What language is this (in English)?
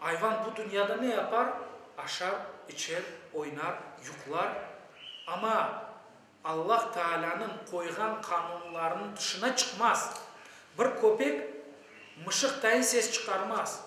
Crimean Tatar